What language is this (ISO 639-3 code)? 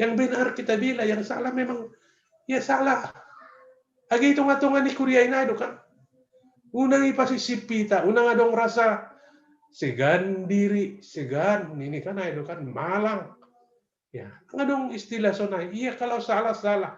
bts